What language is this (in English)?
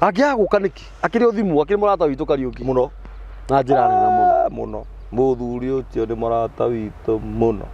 Kikuyu